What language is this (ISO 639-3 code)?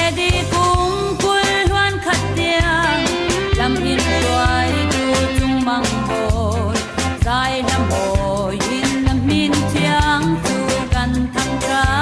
cfm